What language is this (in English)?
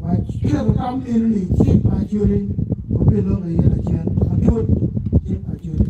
Acoli